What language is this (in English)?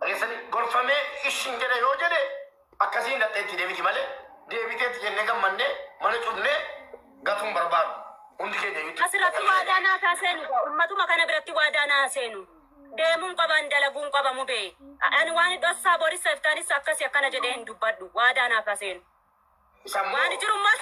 Oromo